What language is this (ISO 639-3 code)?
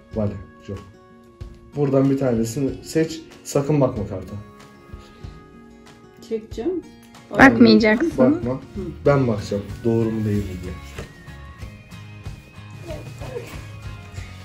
tur